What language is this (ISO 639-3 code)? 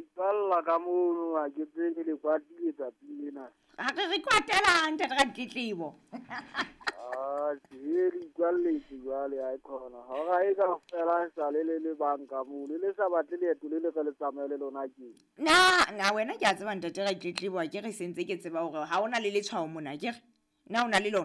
sot